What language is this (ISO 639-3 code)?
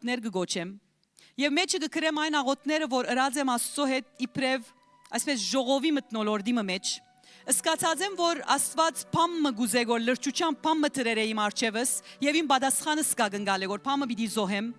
hyw